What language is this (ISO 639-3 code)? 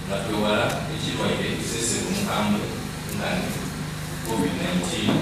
xog